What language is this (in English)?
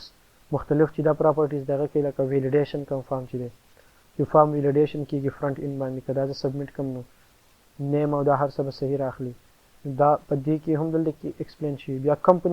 Pashto